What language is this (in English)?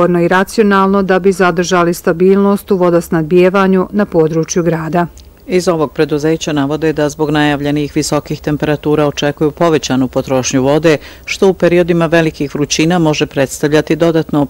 Bosnian